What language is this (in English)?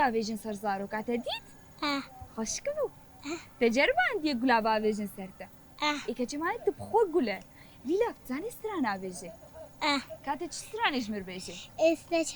Kurdish